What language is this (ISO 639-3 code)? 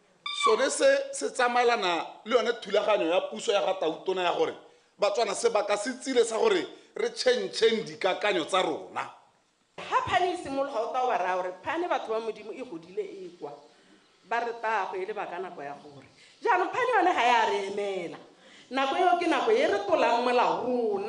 tsn